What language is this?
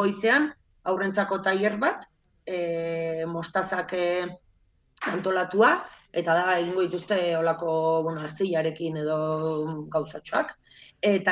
Basque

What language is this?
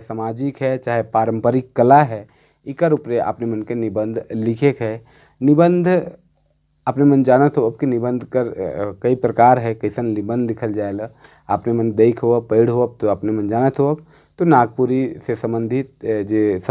Sadri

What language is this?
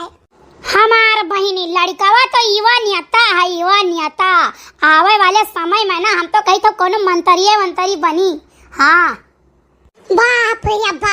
Awadhi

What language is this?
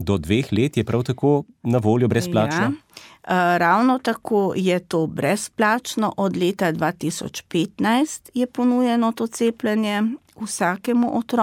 Slovenian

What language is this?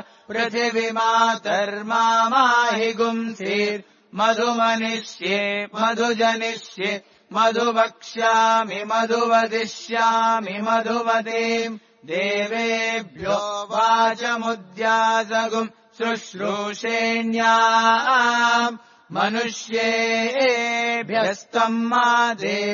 Sanskrit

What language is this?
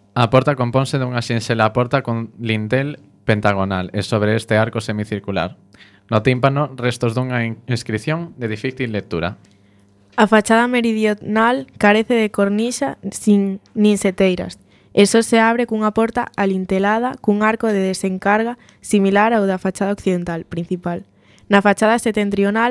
Galician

